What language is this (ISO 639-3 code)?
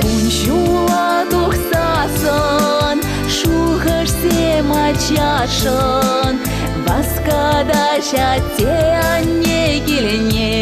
chv